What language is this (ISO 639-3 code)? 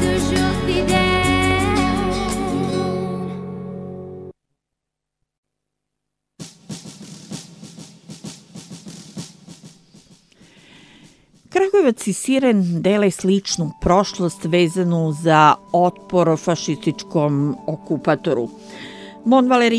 srp